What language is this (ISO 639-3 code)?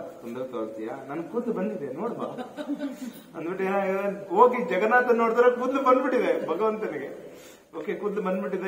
kan